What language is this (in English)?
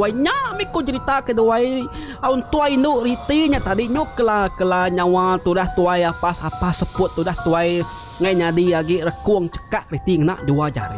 Iban